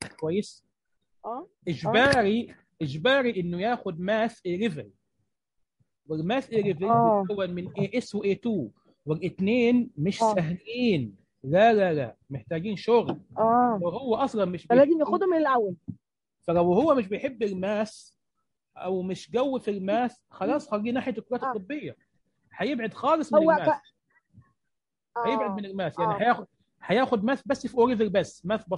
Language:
Egyptian Arabic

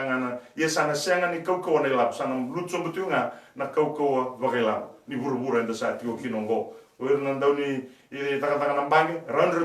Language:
Fijian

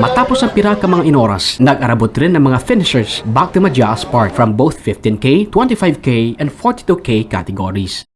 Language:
Kinaray-a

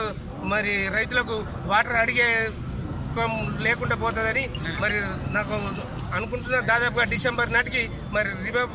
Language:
Telugu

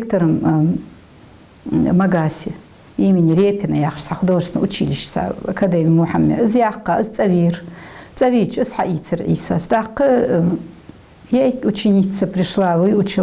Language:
Ingush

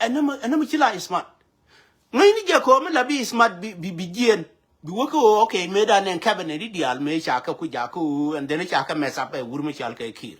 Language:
Nuer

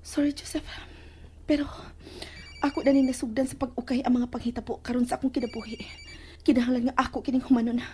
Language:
Cebuano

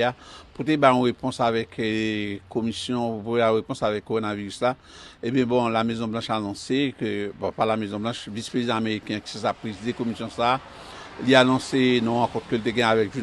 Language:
Haitian Creole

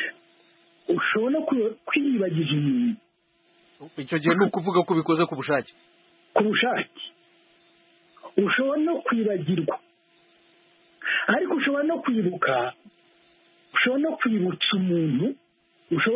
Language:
Kinyarwanda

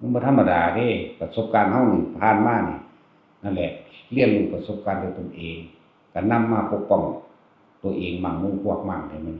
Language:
Northeastern Thai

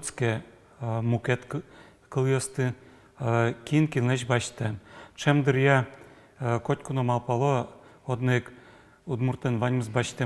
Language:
Udmurt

